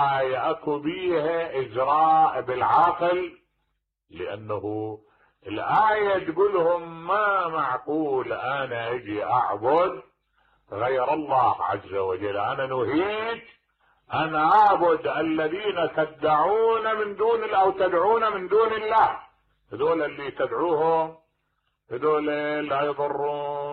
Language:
Mesopotamian Arabic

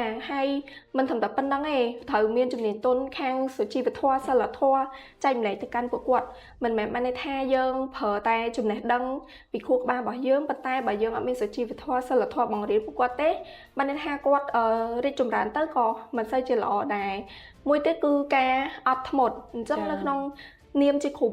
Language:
Khmer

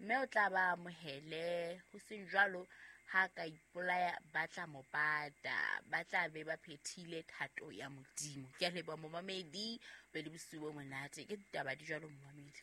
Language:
Southern Sotho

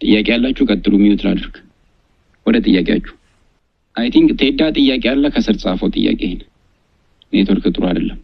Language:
Amharic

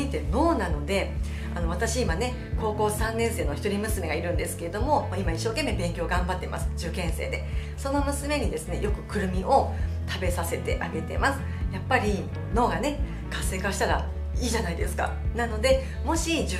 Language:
Japanese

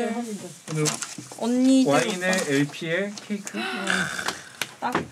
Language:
Korean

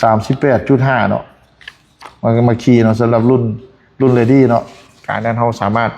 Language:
Lao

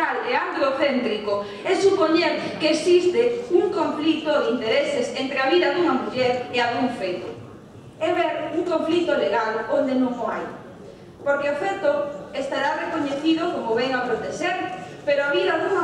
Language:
Galician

